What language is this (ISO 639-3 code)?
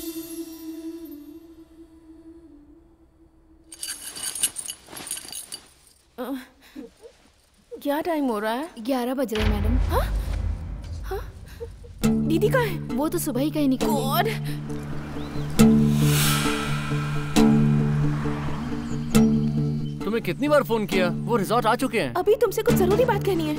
hin